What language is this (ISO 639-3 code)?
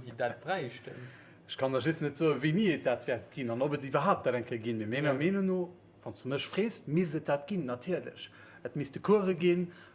ltz